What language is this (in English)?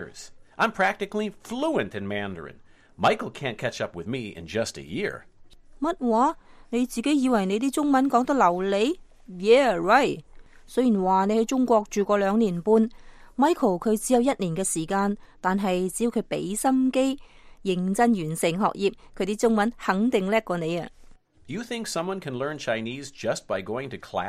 Cantonese